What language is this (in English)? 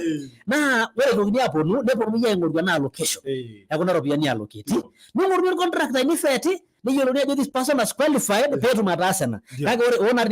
Masai